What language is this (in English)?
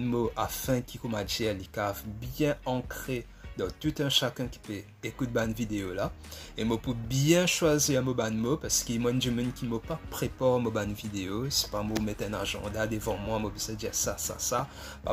Morisyen